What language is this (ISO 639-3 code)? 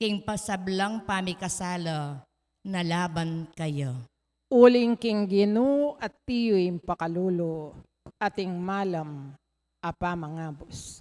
pam